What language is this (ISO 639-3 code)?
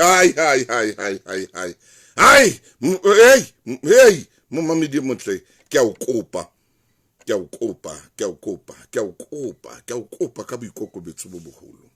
sot